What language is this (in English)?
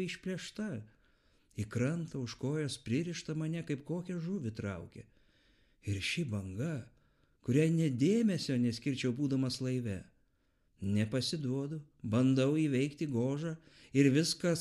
Lithuanian